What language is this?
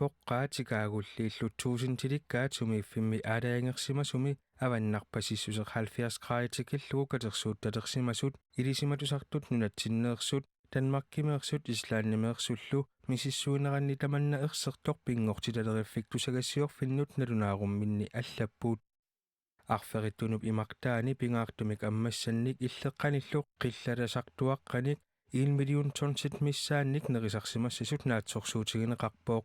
Kalaallisut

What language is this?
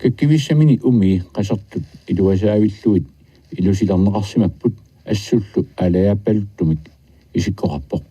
Kalaallisut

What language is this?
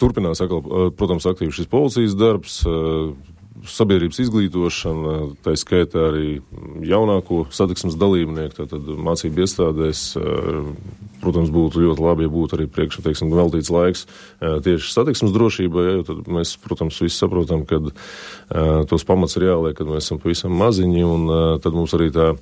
Latvian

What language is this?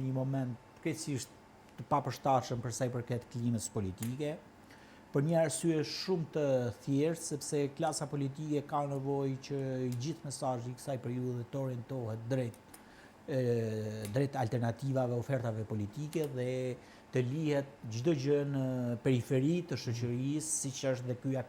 Albanian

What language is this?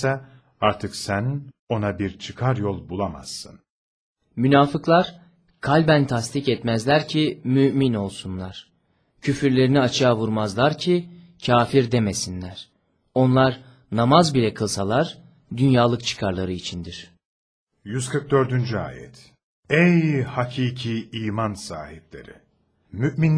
Turkish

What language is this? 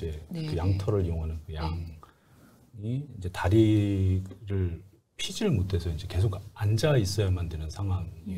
Korean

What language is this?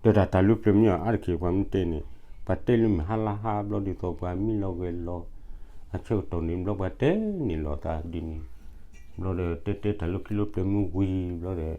S'gaw Karen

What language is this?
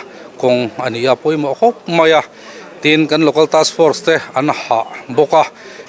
Mizo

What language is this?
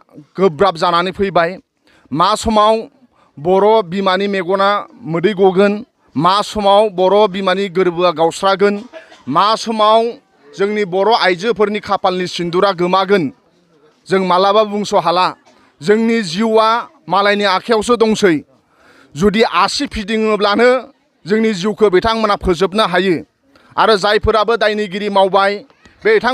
Bodo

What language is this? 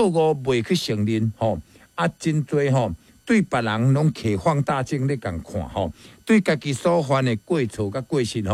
Min Nan Chinese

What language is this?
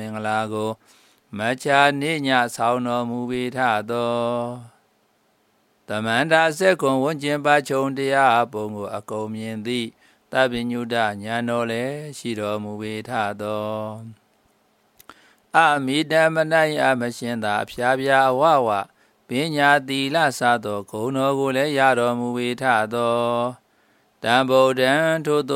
Burmese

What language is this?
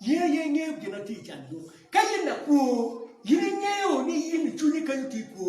Acoli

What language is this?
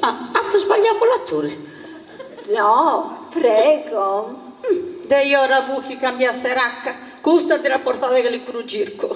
Sardinian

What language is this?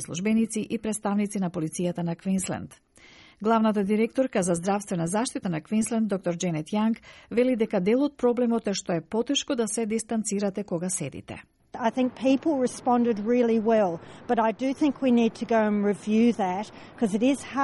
Macedonian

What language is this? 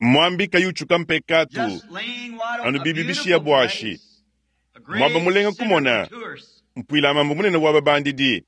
Luba-Lulua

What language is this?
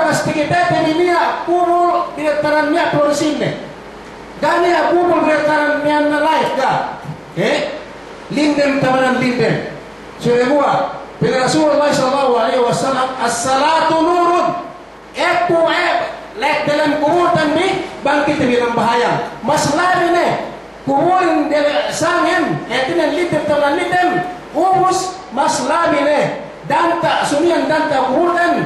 Yakan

